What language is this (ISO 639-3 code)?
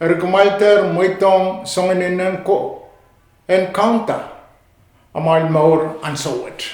pon